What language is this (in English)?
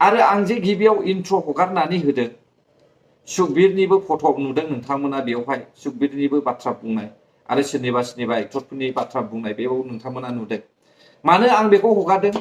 Bodo